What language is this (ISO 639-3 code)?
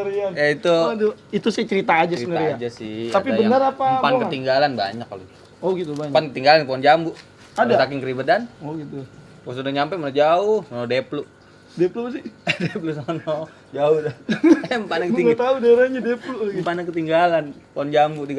bew